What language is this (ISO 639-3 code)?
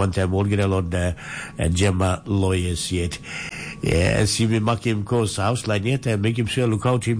tpi